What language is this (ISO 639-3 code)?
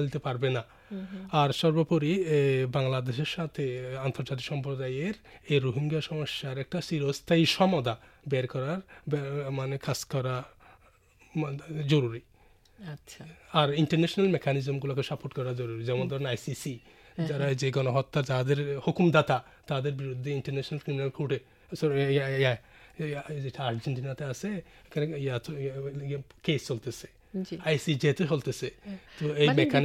ben